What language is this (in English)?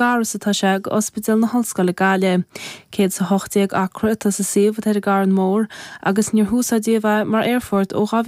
Irish